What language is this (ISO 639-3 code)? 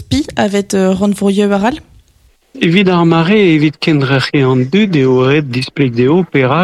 bre